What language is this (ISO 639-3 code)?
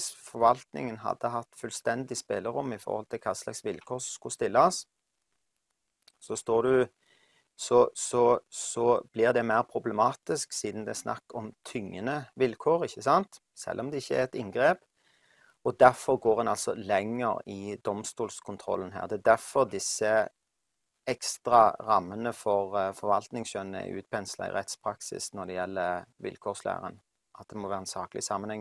nor